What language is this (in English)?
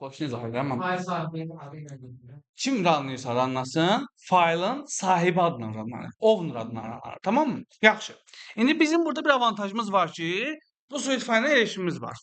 Azerbaijani